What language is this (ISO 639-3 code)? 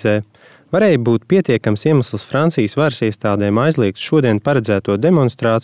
lav